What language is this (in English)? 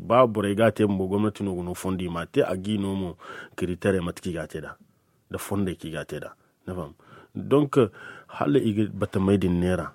Zarma